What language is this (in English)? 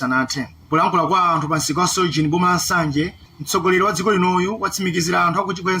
Nyanja